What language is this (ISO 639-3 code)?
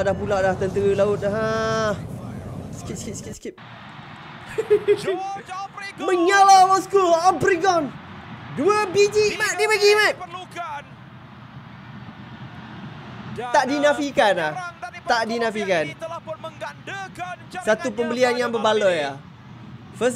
msa